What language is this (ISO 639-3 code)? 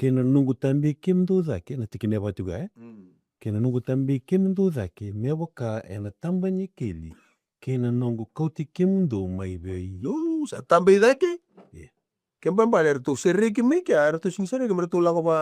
fij